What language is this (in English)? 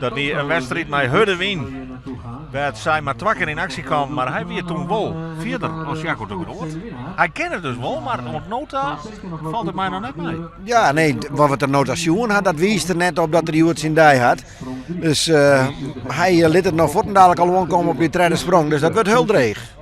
Western Frisian